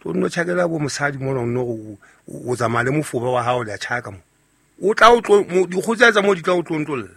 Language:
Southern Sotho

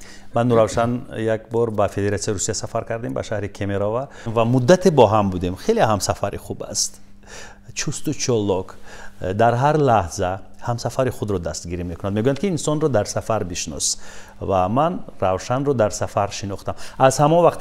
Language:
Tajik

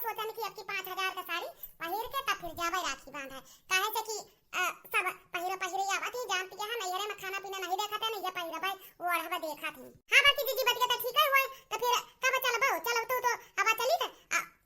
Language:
Awadhi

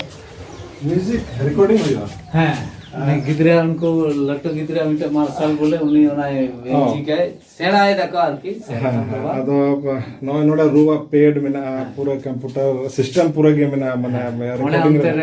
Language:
Santali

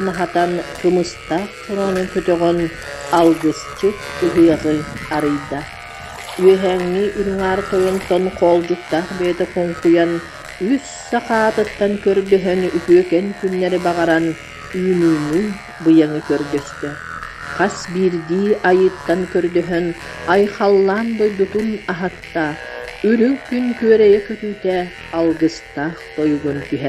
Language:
Yakut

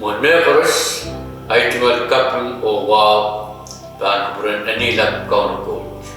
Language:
Pohnpeian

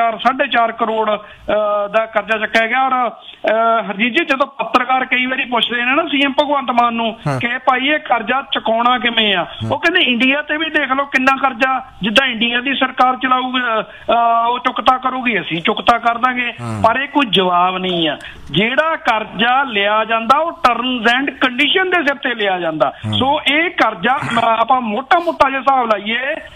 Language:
Punjabi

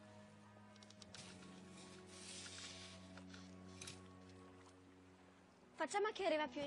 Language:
Italian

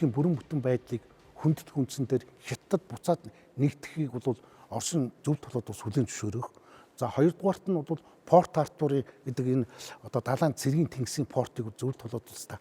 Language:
Mongolian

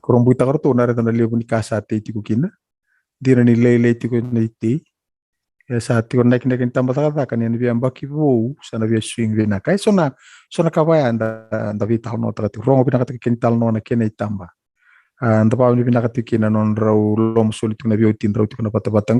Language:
Fijian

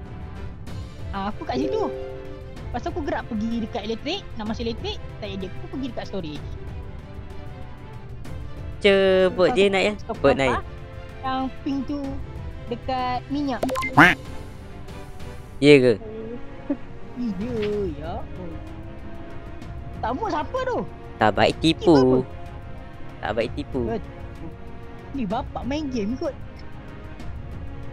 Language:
Malay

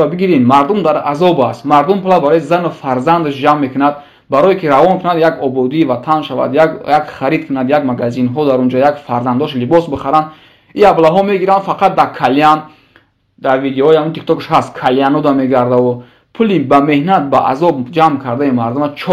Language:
Tajik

